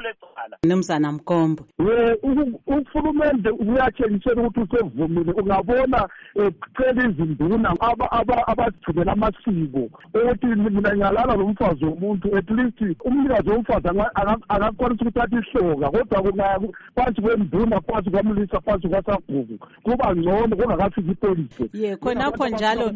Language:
North Ndebele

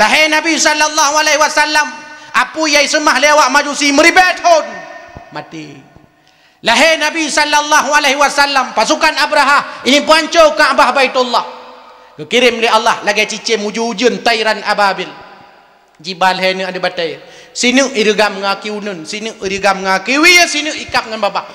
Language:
Achinese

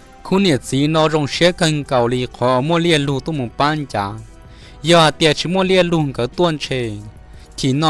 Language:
Hmong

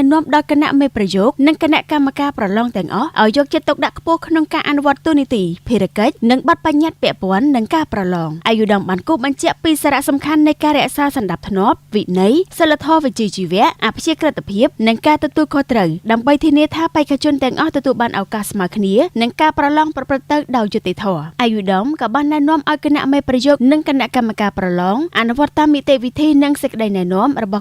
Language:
Khmer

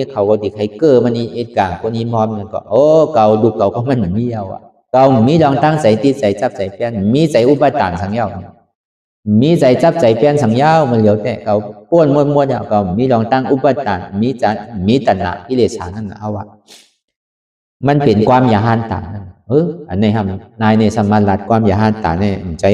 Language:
Shan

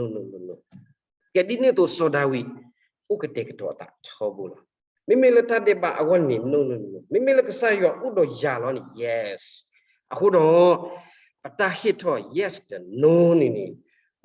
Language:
S'gaw Karen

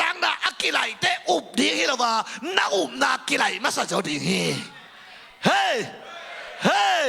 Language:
Tedim Chin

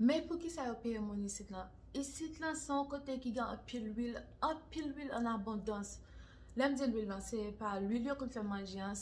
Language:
Haitian Creole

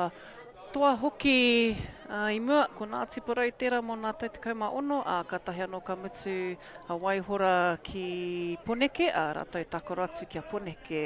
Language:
Māori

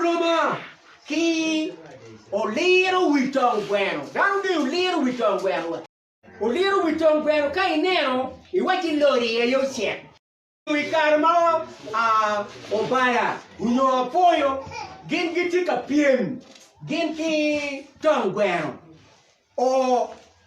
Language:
Acoli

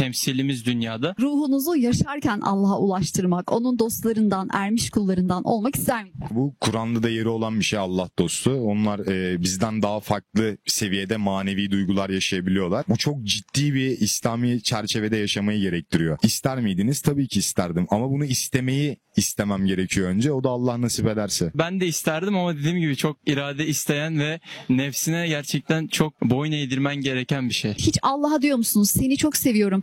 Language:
Turkish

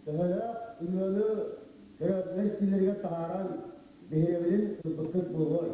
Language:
Yakut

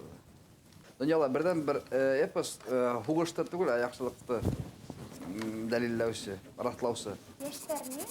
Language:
Bashkir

